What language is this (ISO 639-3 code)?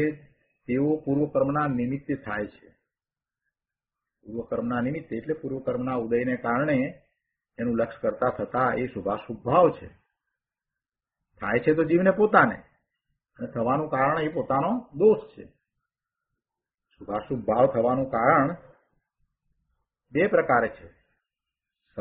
guj